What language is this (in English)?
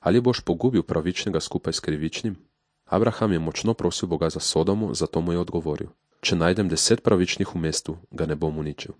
Slovenian